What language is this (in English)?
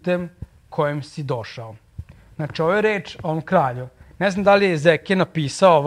Serbian